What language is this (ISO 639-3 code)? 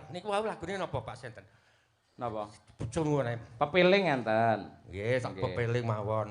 jav